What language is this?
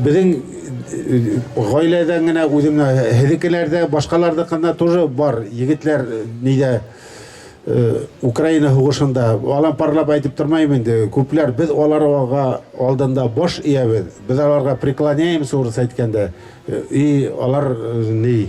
Bashkir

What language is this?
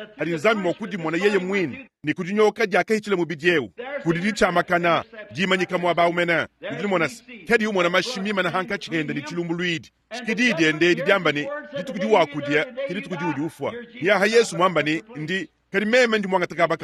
Luba-Lulua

